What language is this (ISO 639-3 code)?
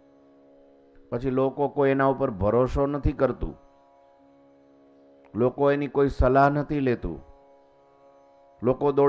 guj